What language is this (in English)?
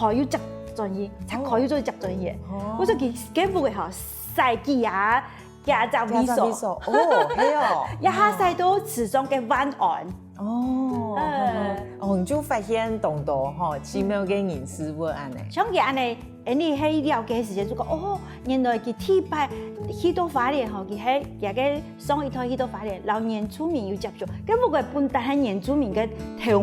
Hakka Chinese